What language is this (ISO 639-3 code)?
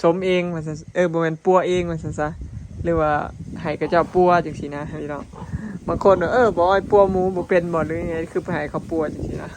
lao